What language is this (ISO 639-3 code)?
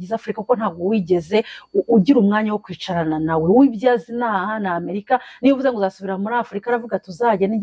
kin